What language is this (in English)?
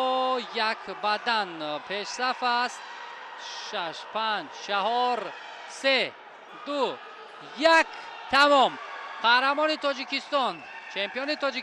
Tajik